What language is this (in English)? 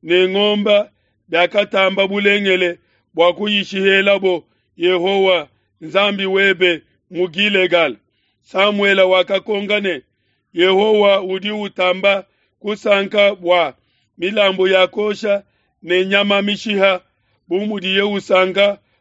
Luba-Lulua